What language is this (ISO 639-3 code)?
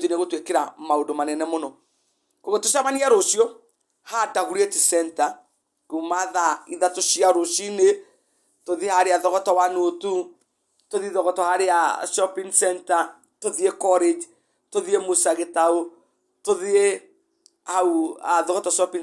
kik